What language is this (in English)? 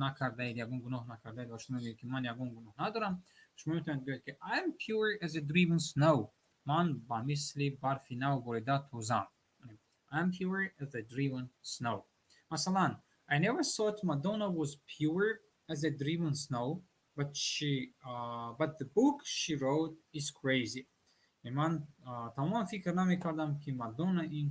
Tajik